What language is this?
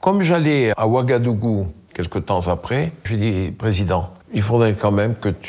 French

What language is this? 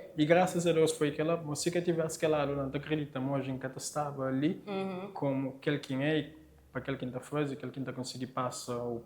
Kabuverdianu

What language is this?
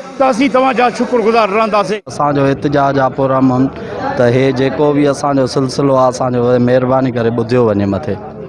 Sindhi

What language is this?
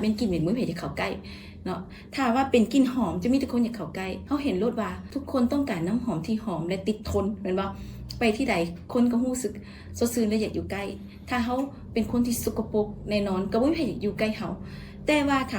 Lao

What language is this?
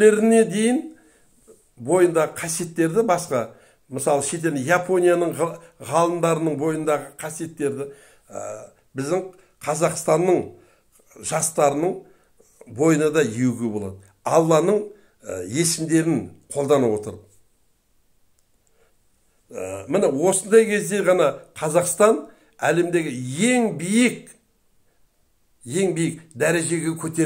Kazakh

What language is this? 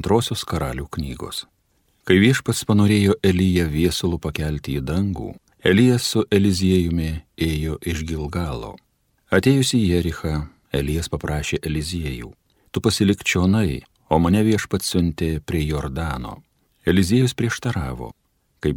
Lithuanian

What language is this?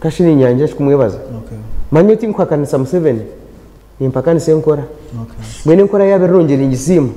Nyankole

